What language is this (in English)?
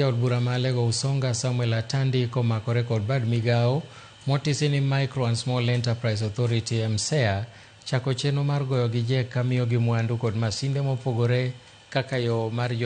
Luo (Kenya and Tanzania)